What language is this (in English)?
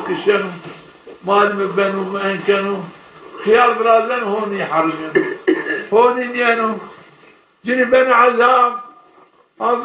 Zaza